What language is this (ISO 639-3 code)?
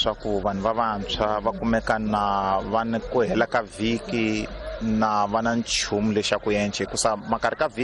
tso